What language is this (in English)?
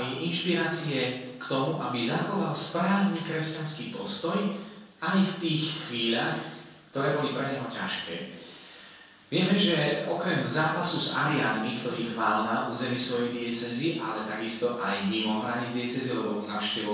Slovak